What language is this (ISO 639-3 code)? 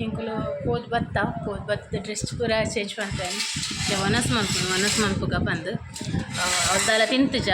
tcy